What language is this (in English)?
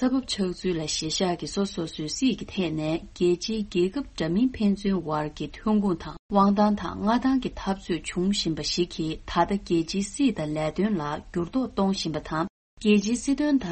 Tibetan